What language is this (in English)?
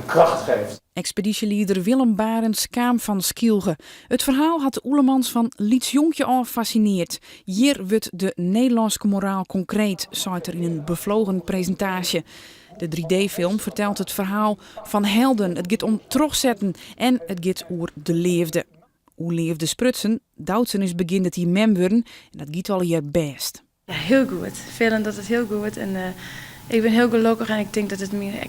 Western Frisian